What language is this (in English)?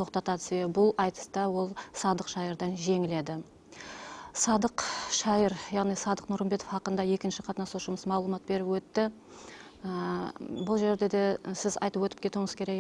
Kara-Kalpak